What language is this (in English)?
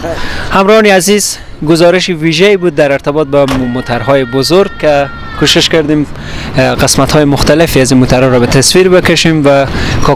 Persian